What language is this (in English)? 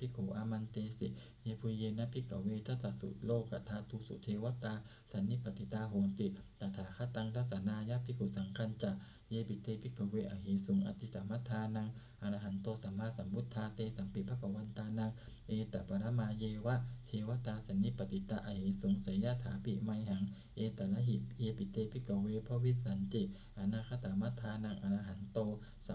Pali